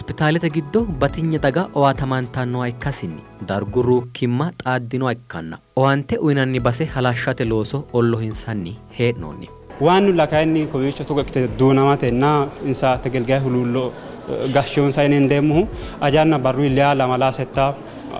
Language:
Sidamo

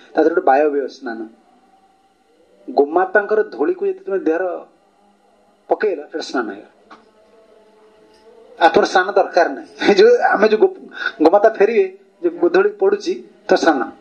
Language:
Odia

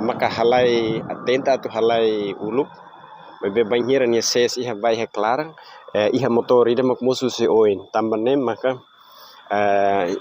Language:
Tetum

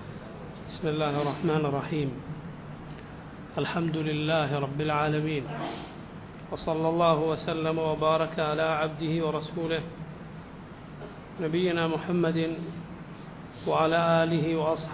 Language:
Malayalam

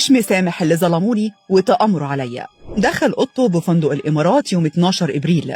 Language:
Egyptian Arabic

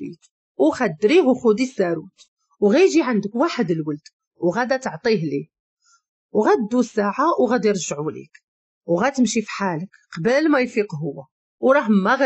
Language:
Moroccan Arabic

